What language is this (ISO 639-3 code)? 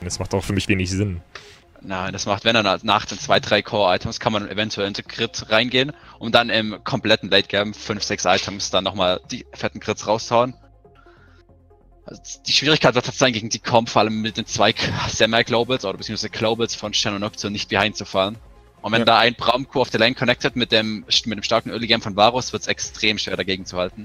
deu